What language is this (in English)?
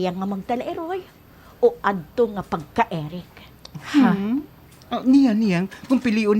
Waray